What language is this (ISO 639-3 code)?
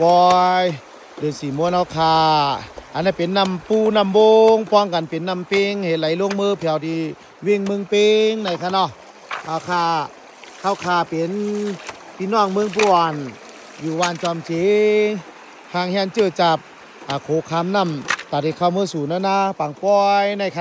shn